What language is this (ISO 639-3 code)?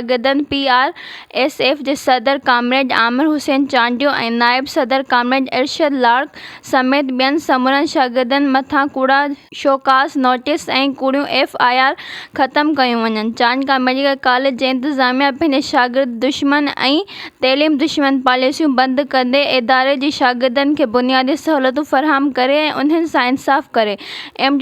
snd